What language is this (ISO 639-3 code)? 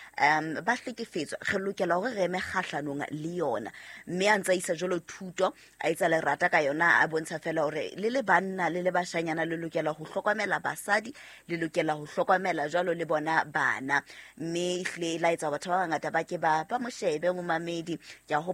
sot